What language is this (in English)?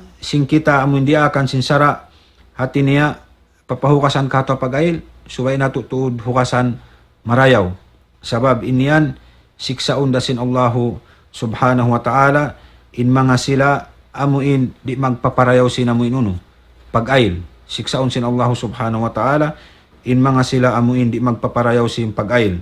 Tausug